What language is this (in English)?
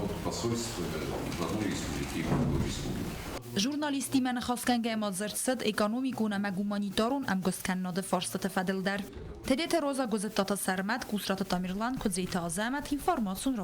Ossetic